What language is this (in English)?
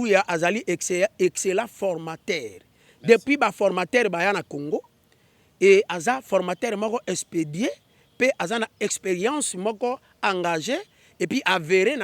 Lingala